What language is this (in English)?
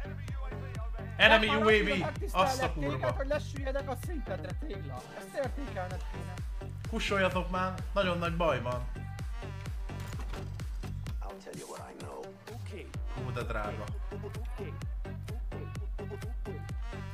Hungarian